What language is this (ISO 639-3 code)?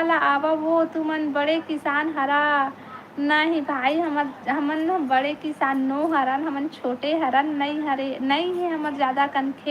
hne